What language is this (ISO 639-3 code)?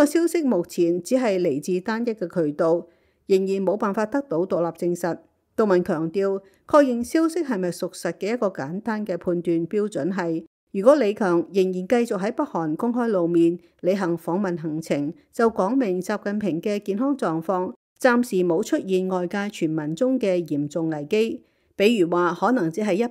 yue